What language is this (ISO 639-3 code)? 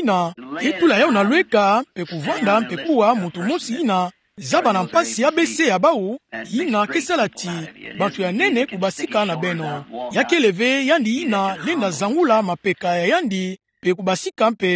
ktu